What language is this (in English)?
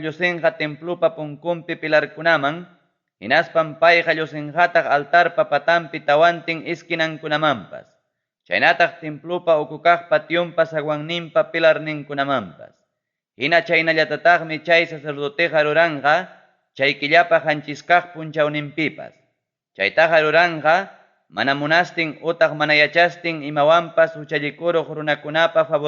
Ayacucho Quechua